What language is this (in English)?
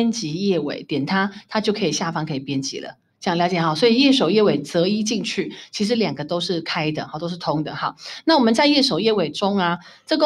Chinese